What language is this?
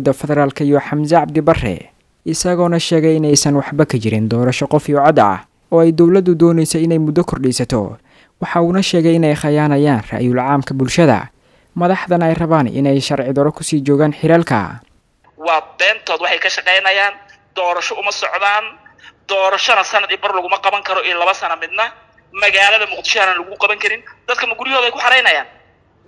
Somali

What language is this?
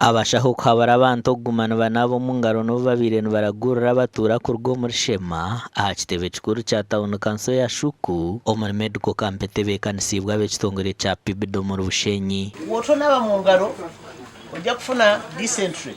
Nyankole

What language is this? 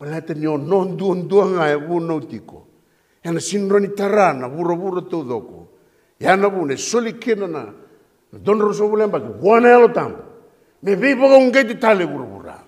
Fijian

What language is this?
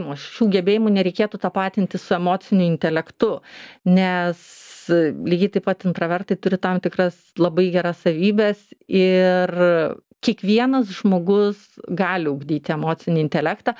Lithuanian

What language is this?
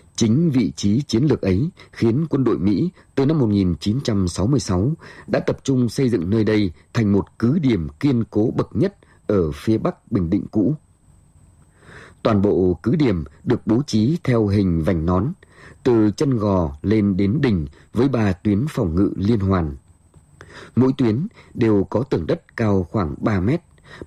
Vietnamese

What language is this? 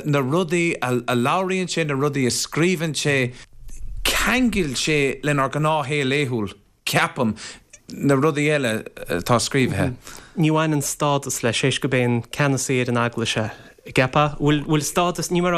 Irish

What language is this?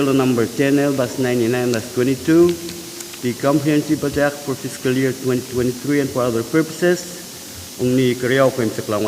Pohnpeian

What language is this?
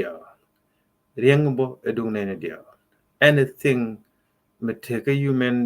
Nuer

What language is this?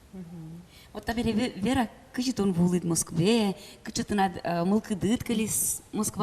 Udmurt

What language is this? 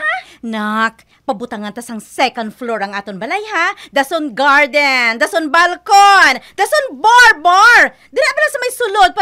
Hiligaynon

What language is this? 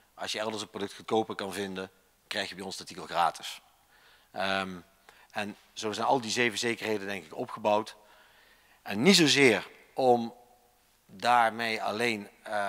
Dutch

